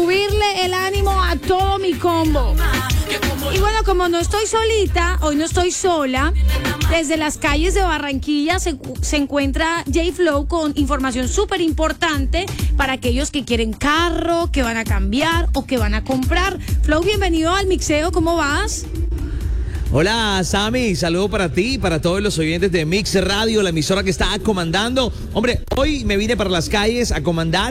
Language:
Spanish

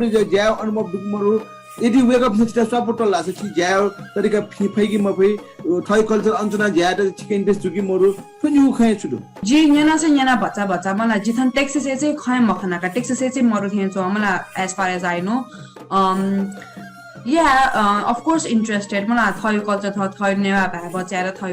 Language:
Newari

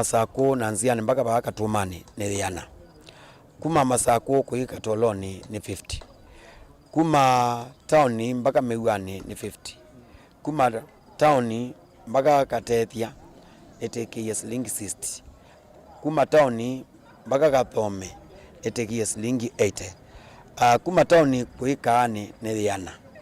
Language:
Kamba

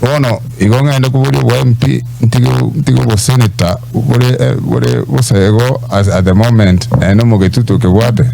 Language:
Gusii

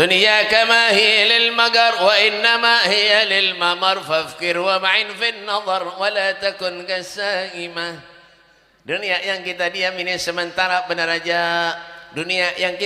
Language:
Banjar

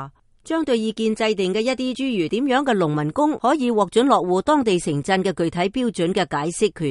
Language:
Cantonese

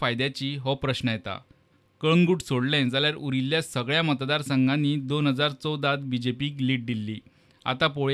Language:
Konkani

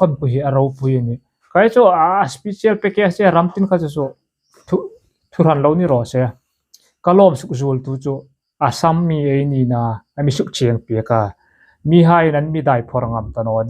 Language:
Hmar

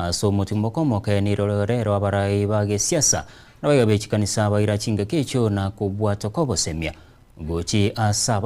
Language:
Gusii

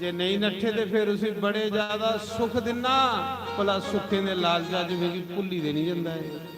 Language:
Dogri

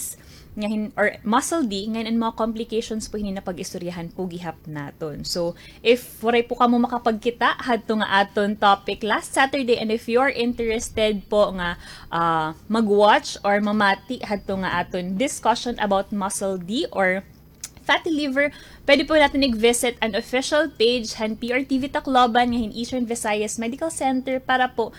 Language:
Waray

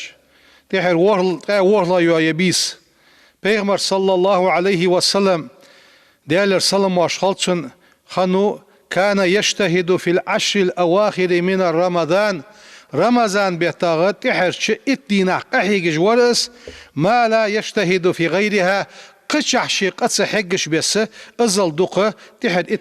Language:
Ingush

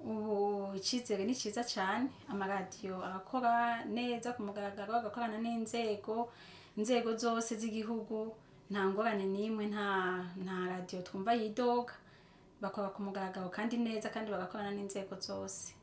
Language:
Rundi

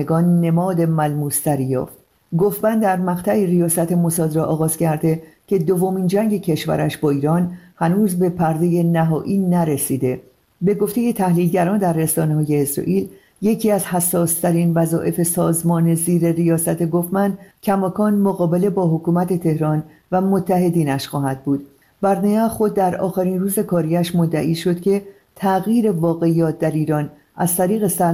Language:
Persian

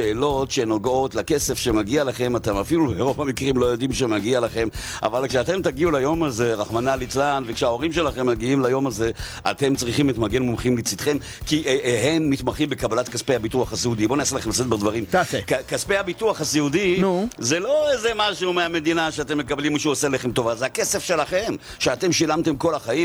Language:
Hebrew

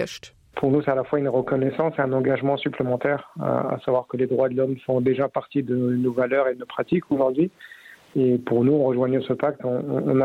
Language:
Luxembourgish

